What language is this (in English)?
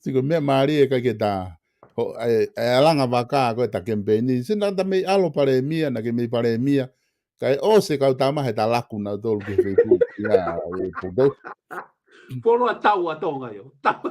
Tongan